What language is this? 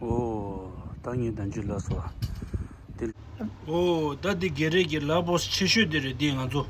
Tibetan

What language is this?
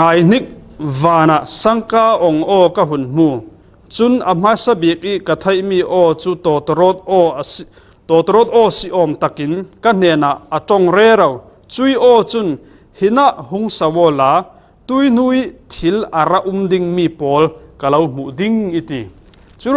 Falam Chin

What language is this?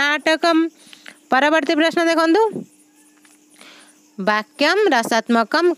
Odia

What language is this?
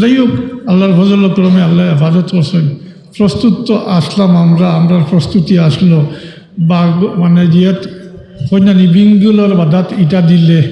Sylheti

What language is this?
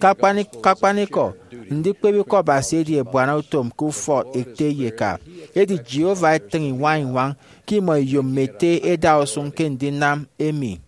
Efik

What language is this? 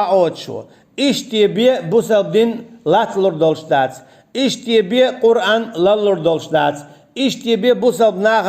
Chechen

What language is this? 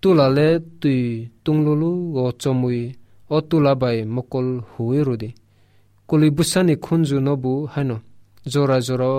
Kok Borok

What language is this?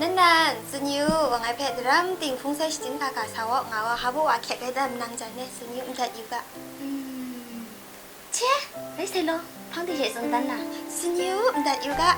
Kachin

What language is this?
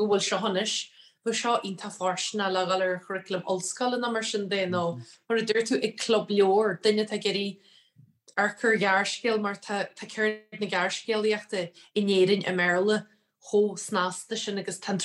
Irish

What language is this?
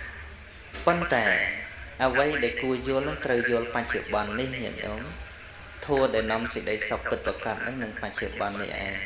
Khmer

